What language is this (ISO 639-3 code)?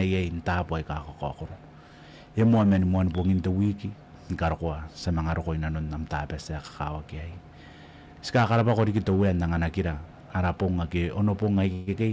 gil